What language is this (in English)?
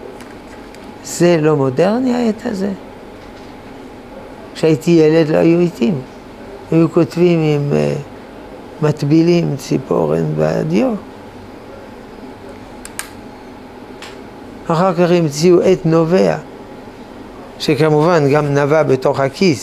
Hebrew